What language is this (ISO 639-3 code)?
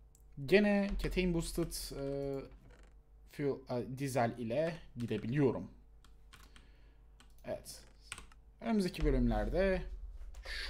tur